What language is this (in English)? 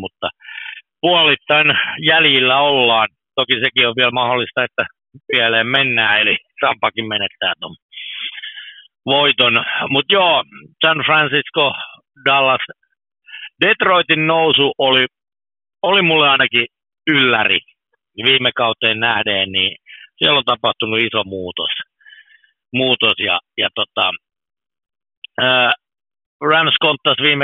Finnish